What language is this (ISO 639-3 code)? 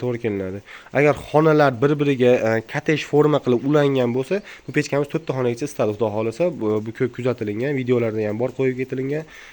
uzb